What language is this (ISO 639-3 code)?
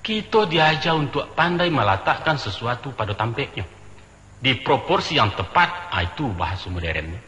min